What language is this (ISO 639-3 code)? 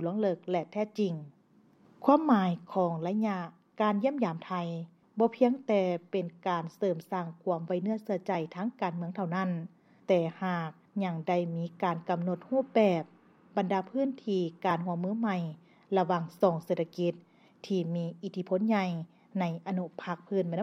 lao